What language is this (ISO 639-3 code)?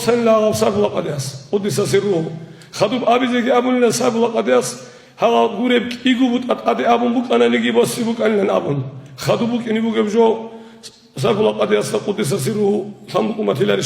ava